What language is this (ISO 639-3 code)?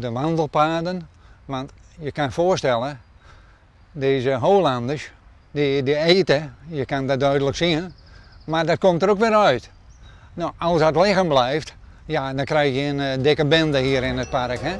fry